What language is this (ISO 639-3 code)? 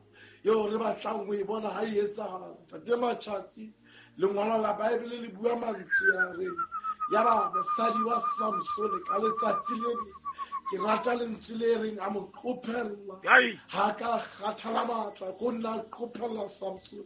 sot